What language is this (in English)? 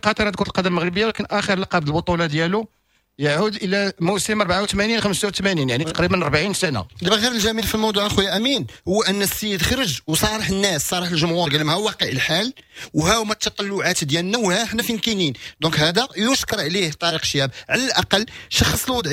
Moroccan Arabic